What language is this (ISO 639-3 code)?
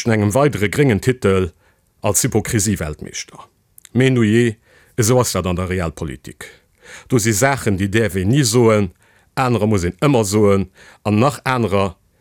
ltz